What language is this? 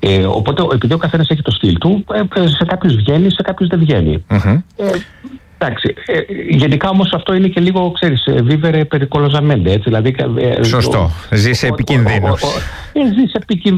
Greek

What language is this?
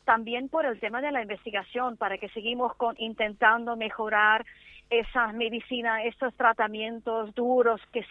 Spanish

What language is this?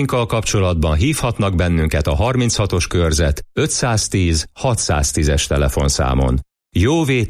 Hungarian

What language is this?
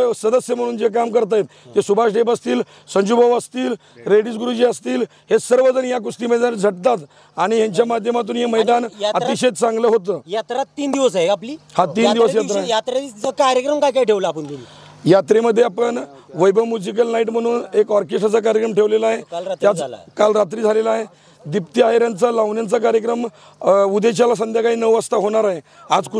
Marathi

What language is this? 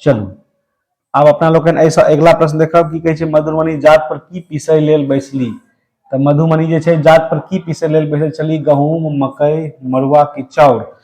Maithili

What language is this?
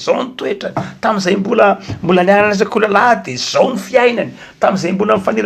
Malagasy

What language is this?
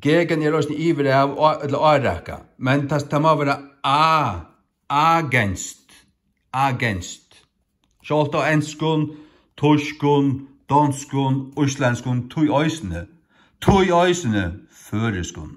Faroese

